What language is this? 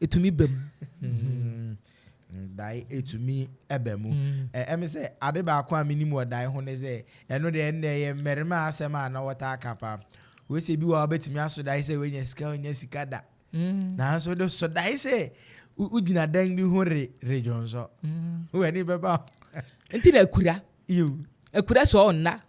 Akan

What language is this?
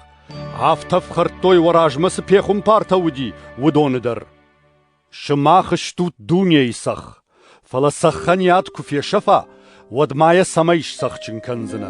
Ossetic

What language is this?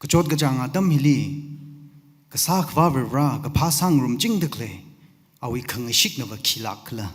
Tangkhul Naga (India)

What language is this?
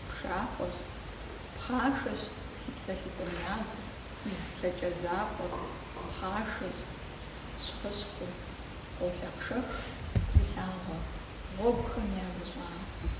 Kabardian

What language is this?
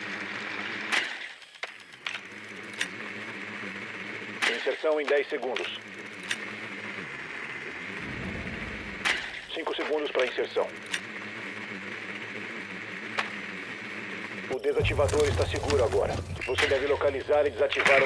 Portuguese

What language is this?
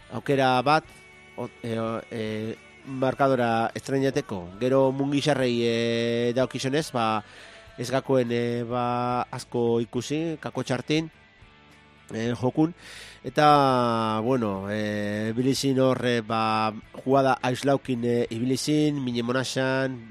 Basque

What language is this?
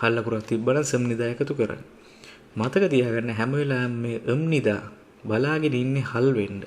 Sinhala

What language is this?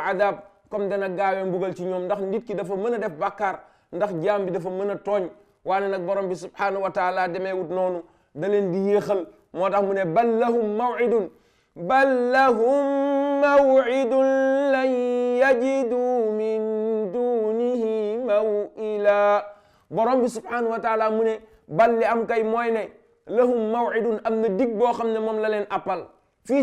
Wolof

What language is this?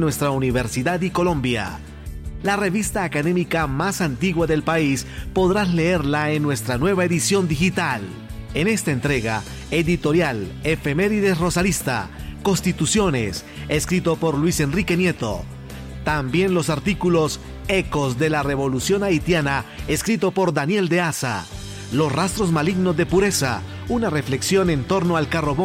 Spanish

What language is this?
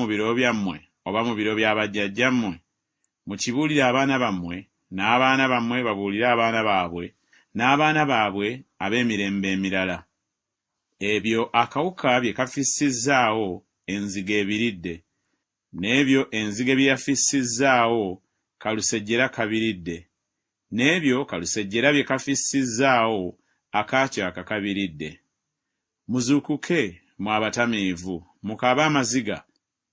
Ganda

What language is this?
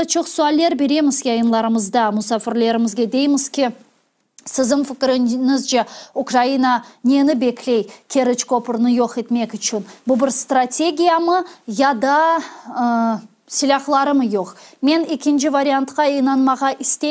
Crimean Tatar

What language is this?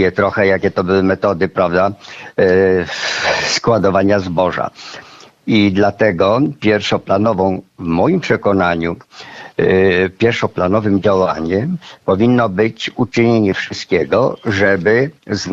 Polish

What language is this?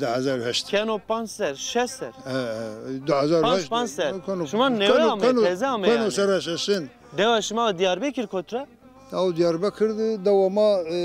Zaza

